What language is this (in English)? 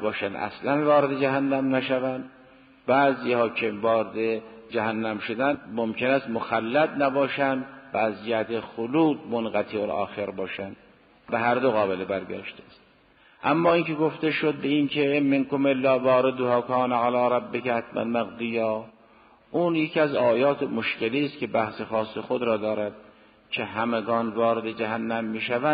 Persian